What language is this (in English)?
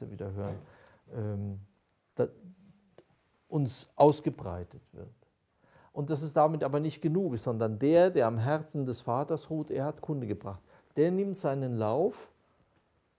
German